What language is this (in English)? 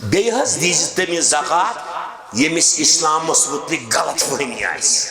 Kashmiri